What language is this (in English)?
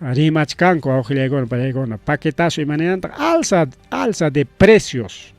Ayacucho Quechua